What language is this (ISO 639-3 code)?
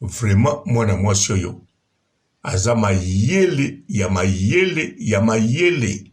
lin